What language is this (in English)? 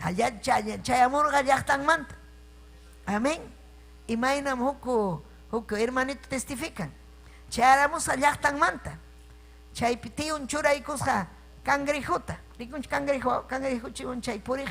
Ayacucho Quechua